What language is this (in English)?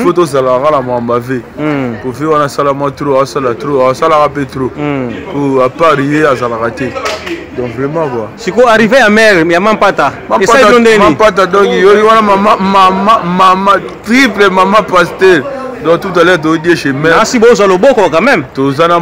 Lingala